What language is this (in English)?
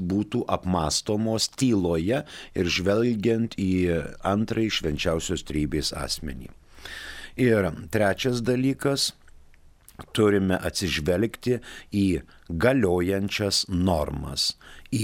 Lithuanian